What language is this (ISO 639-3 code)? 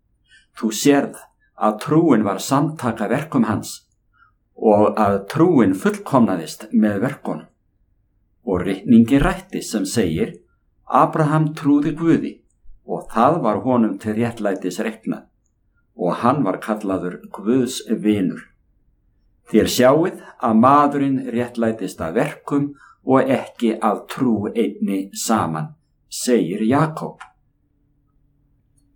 isl